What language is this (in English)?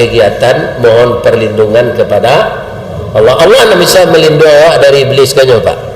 Minangkabau